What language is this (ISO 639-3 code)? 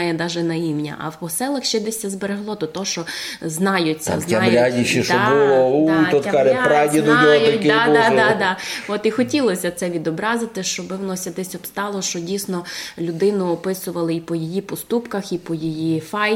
rue